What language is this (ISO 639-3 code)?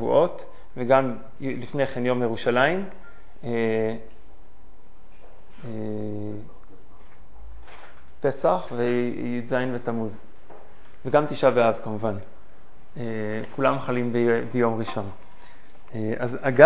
heb